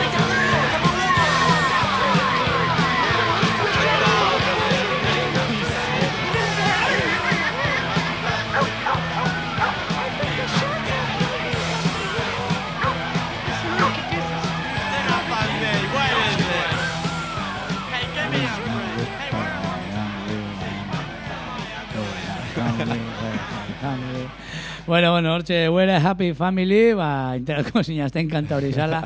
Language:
Basque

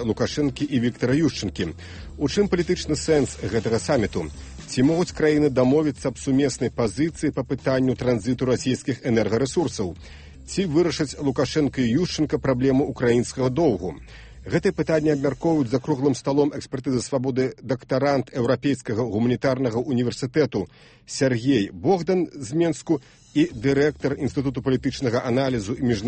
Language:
Belarusian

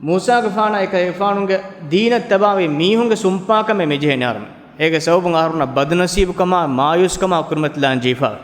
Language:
Divehi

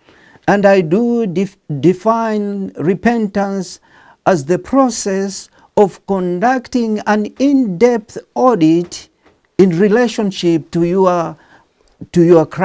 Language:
English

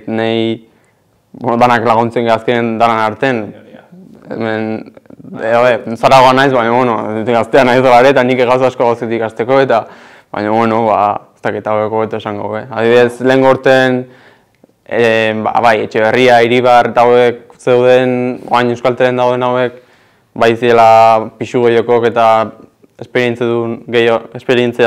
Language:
Basque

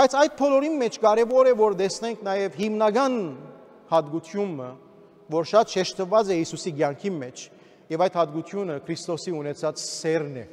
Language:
Armenian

